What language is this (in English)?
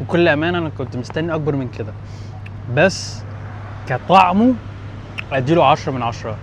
Egyptian Arabic